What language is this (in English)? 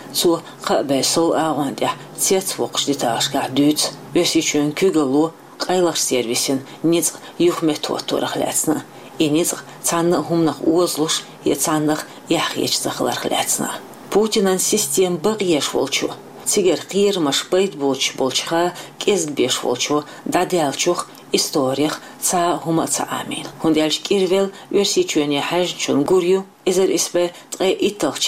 Chechen